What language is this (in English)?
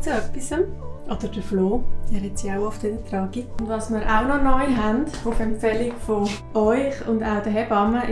Swiss German